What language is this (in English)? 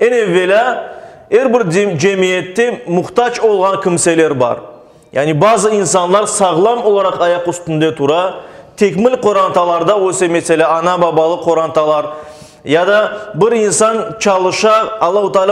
Crimean Tatar